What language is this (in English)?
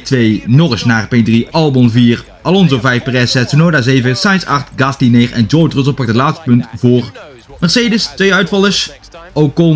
Dutch